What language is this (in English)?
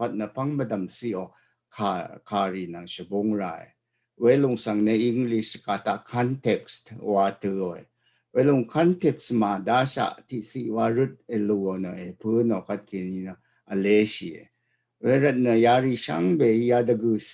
Rawang